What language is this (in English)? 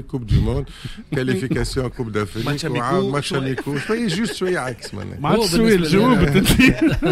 Tunisian Arabic